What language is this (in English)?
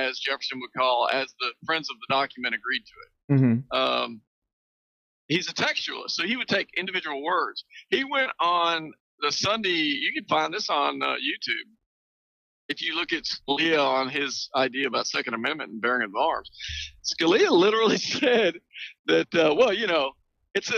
English